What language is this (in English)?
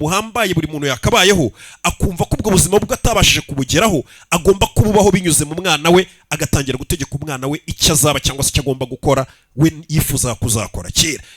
Kinyarwanda